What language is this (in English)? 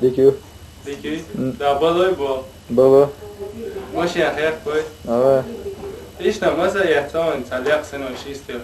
Chechen